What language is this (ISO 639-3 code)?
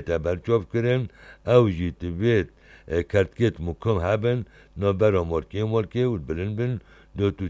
kur